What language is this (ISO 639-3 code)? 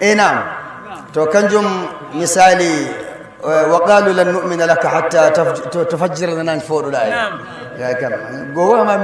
ful